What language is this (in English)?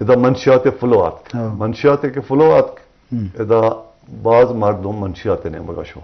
Eastern Balochi